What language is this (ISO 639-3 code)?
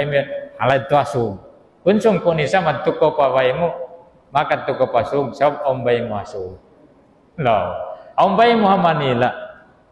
tsg